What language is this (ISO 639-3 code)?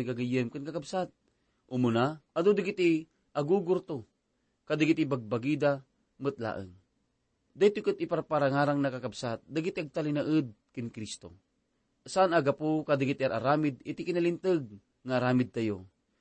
ilo